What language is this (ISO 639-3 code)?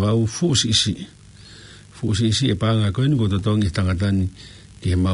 ton